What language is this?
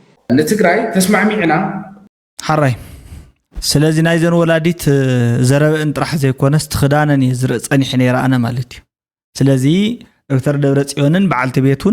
Tigrinya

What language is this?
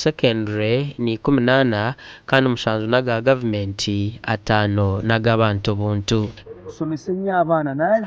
Nyankole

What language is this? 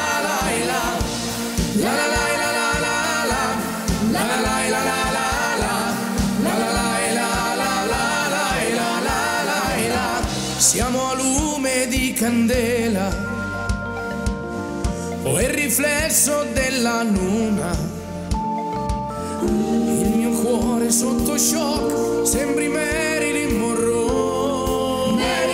Italian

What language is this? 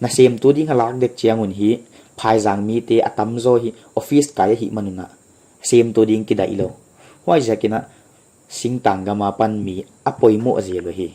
Paite Chin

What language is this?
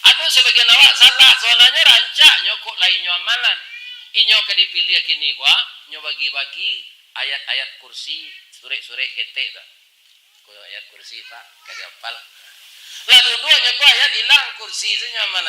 Minangkabau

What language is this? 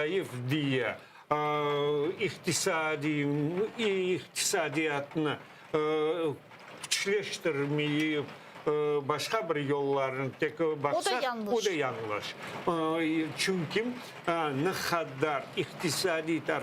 Crimean Tatar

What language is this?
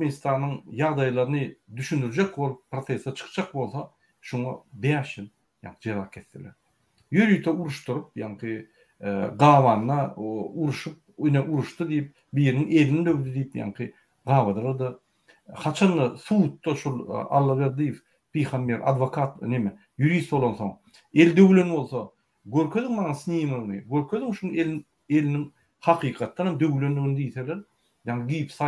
Turkmen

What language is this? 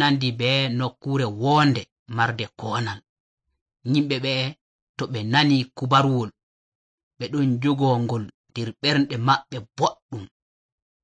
Nigerian Fulfulde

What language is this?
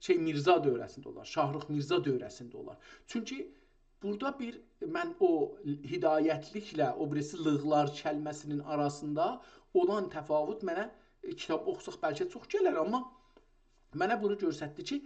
South Azerbaijani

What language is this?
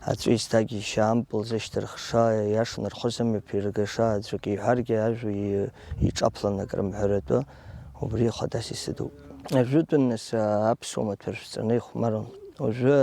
Abkhazian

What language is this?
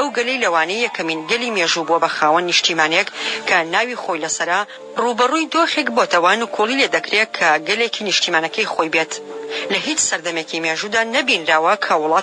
Central Kurdish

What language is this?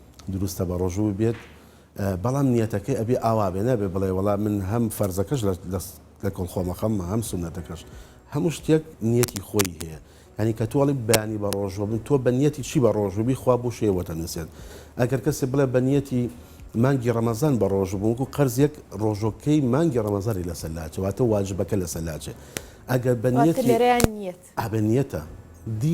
Central Kurdish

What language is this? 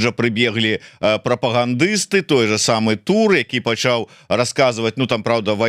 Belarusian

